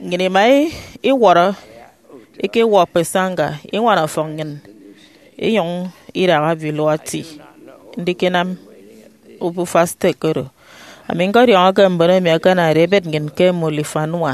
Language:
Efik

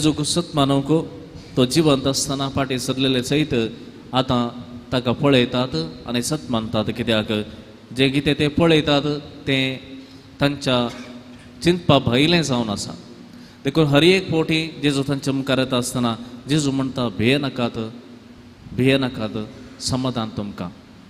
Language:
Konkani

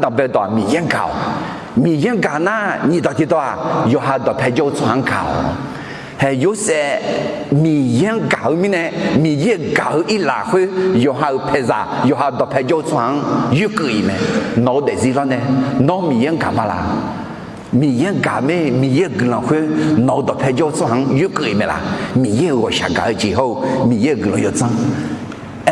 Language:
Akha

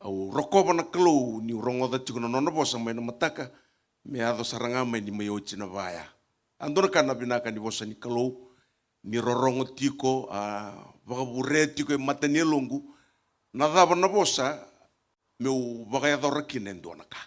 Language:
Fijian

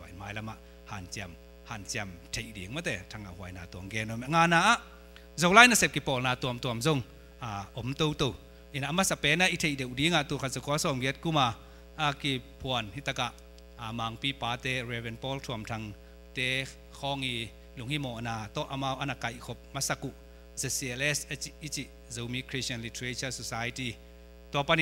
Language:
Tedim Chin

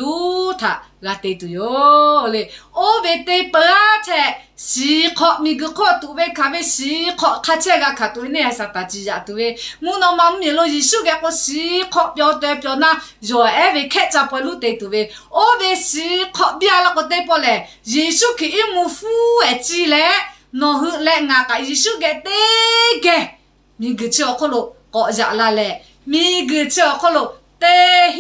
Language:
Lahu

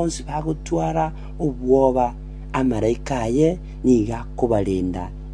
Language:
Gusii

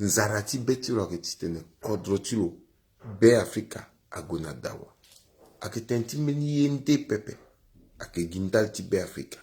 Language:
Sango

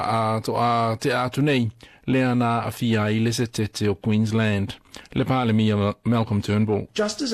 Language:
Samoan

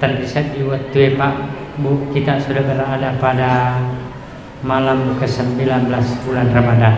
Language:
Buginese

